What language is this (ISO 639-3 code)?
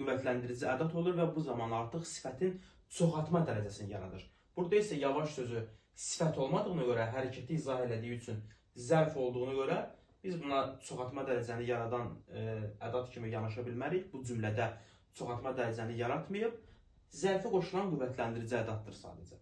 aze